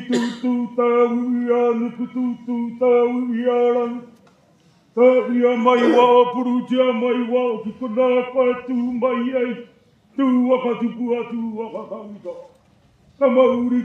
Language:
Māori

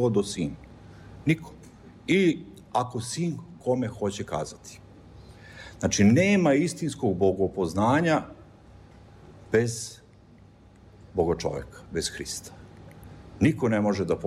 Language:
Serbian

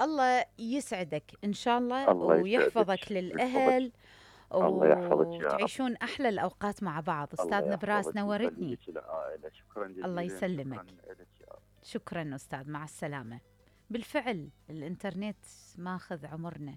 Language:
Mesopotamian Arabic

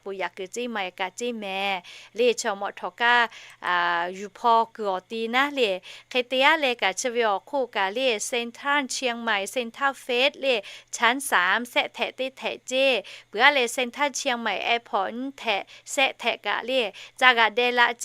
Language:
Lahu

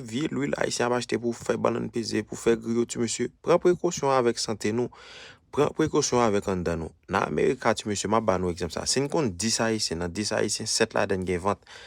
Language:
Haitian Creole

